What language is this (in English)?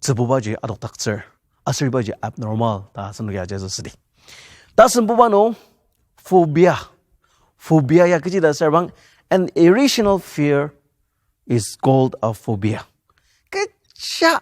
Ao Naga